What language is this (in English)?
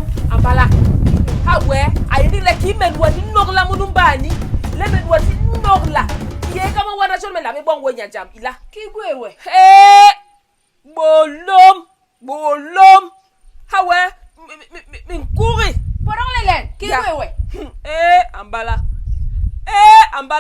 Basaa